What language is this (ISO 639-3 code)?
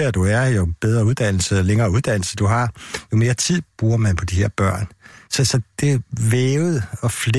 dan